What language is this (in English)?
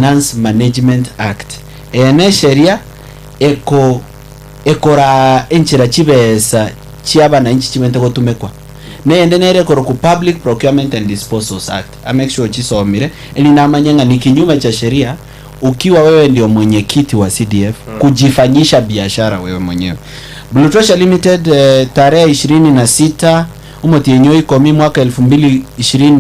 Gusii